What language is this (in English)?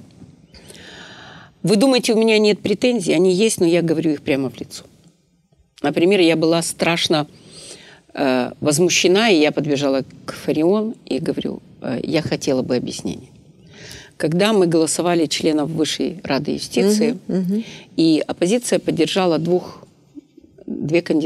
Russian